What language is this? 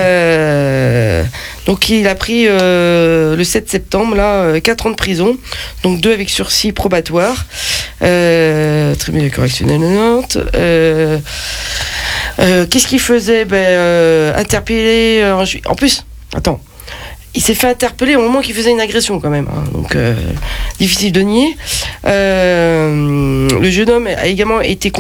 French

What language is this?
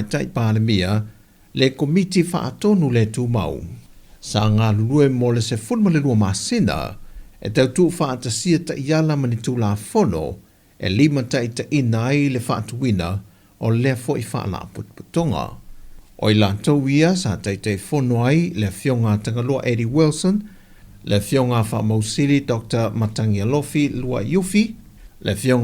Samoan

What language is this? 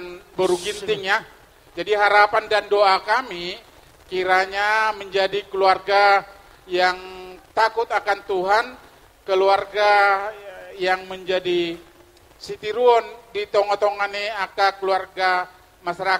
Batak Toba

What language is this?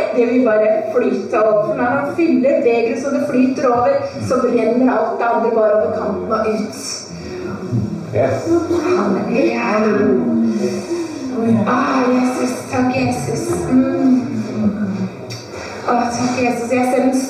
Norwegian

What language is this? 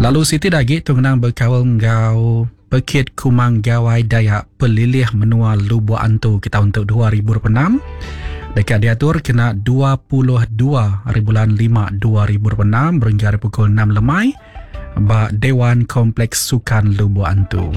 Iban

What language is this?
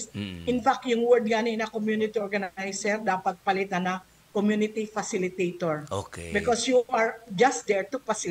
Bikol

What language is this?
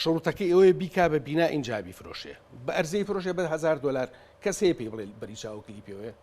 Central Kurdish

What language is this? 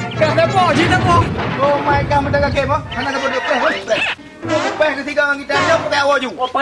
Achinese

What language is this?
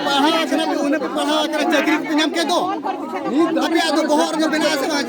Santali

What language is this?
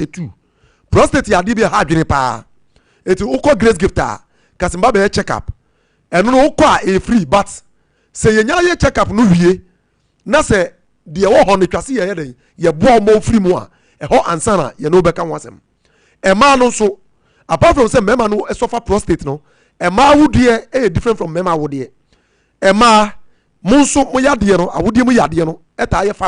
Akan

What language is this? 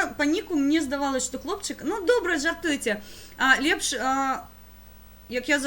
Belarusian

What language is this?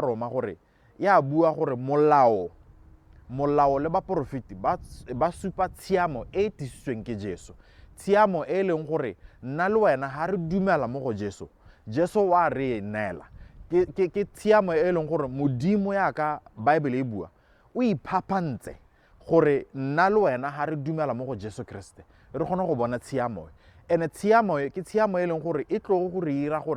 Tswana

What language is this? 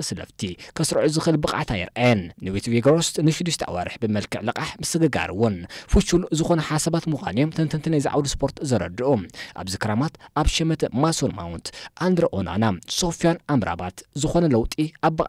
Tigrinya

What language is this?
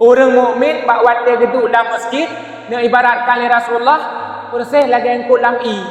Achinese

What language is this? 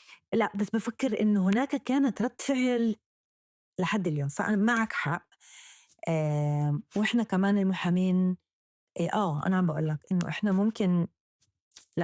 North Levantine Arabic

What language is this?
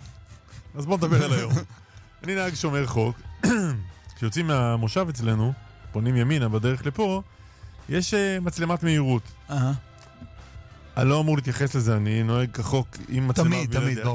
Hebrew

